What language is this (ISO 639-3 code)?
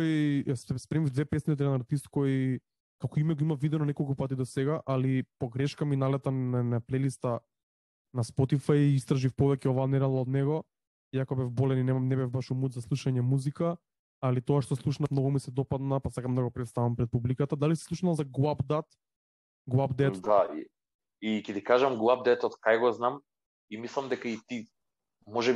mkd